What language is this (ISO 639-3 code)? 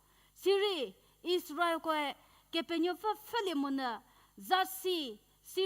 njm